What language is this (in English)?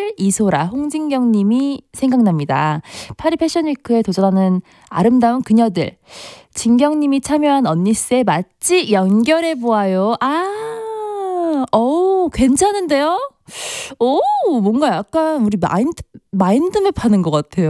Korean